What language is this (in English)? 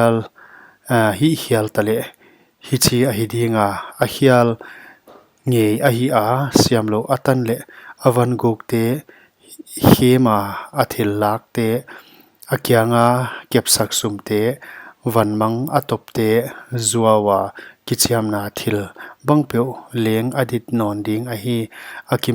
Paite Chin